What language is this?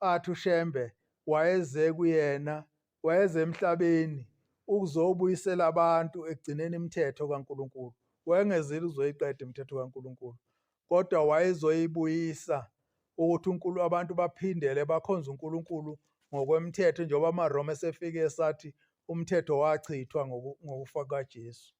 Zulu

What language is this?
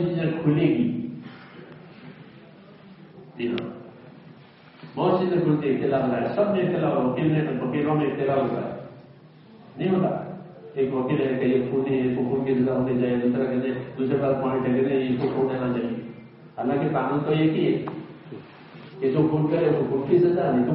Urdu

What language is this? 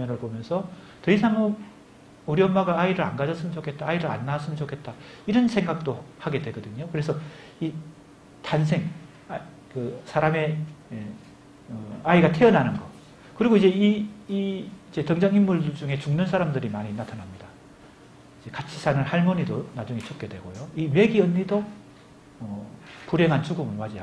Korean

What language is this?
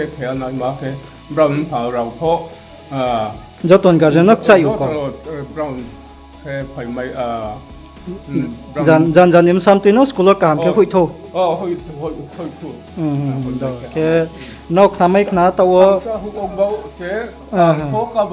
Riang (India)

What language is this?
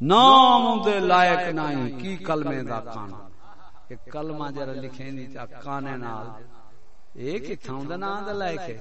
Saraiki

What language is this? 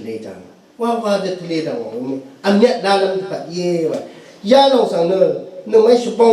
Rawang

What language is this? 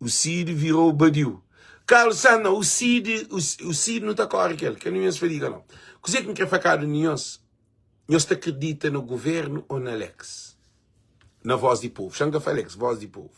Kabuverdianu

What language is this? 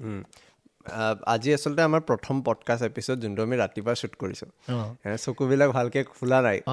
Assamese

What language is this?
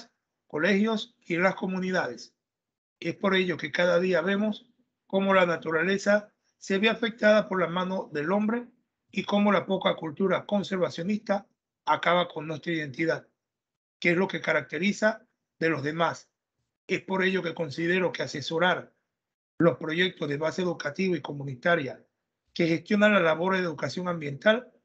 Spanish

